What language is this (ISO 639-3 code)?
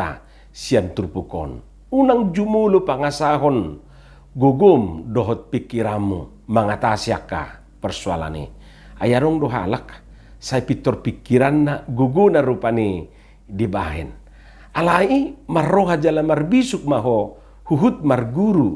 bbc